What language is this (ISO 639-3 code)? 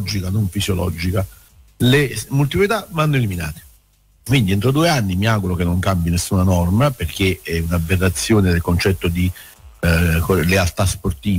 ita